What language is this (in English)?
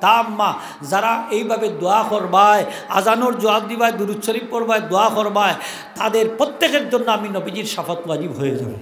Sylheti